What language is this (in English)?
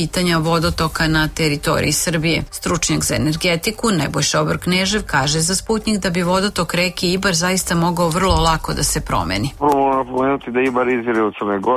Serbian